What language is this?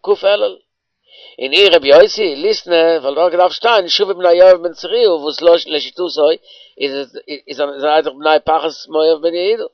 Yiddish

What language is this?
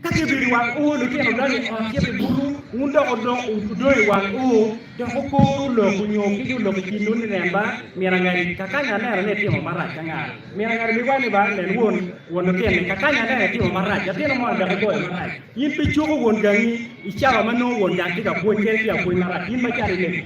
Acoli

